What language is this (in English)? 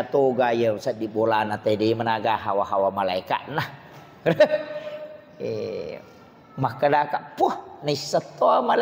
Buginese